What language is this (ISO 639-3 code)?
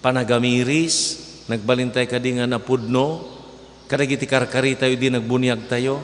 ilo